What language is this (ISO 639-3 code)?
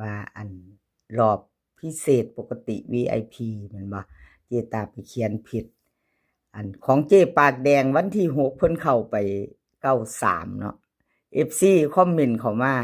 tts